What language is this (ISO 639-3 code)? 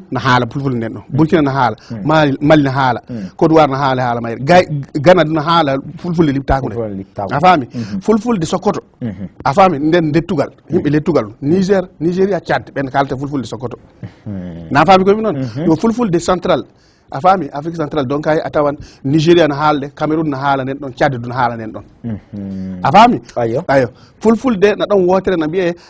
ful